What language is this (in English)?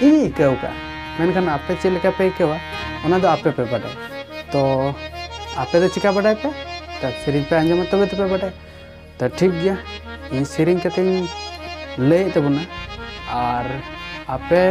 Santali